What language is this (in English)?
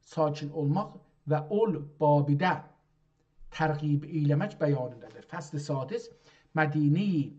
South Azerbaijani